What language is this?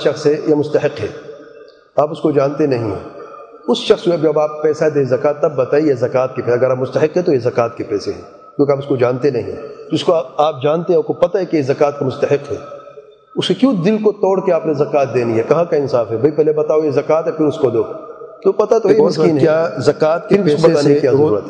Urdu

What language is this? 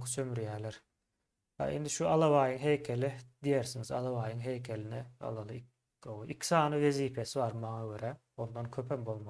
Turkmen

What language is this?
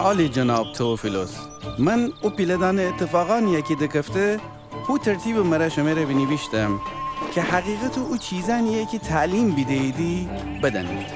Gilaki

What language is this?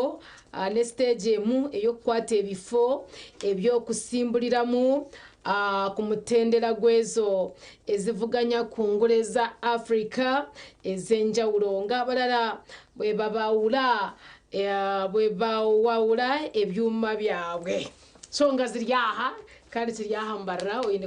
Nyankole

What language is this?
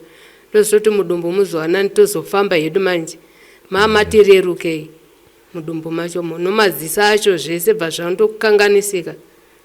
Shona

